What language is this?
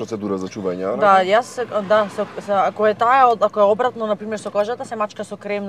Macedonian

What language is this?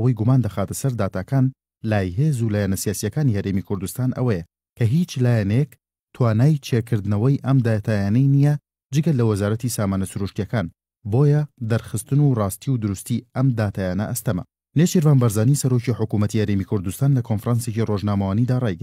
Central Kurdish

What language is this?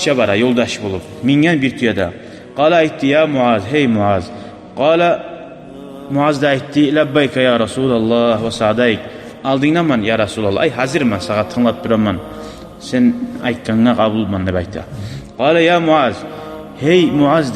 Kumyk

